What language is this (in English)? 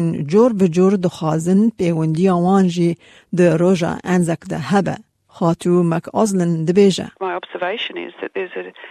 Kurdish